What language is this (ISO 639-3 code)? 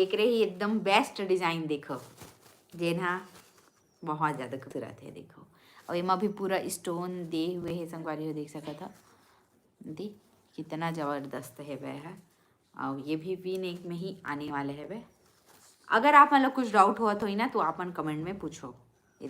hne